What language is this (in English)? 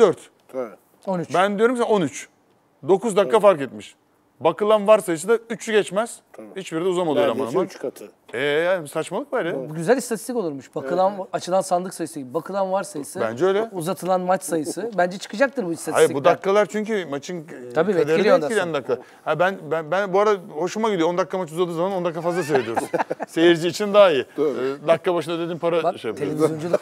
Turkish